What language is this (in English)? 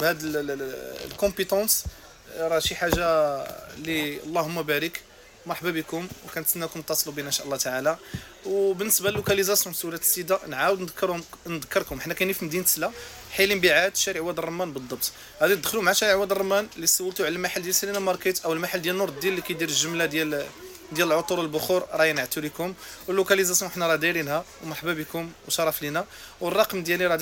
Moroccan Arabic